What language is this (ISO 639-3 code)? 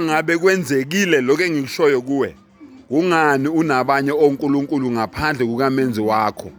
zul